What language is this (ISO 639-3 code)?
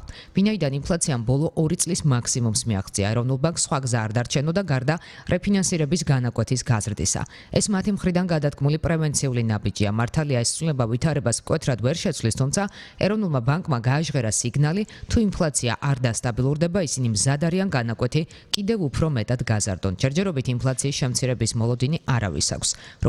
kat